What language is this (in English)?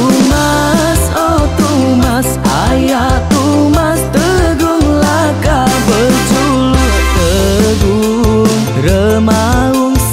Iban